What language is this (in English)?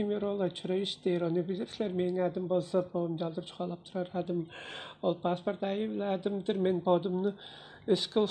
Tuvinian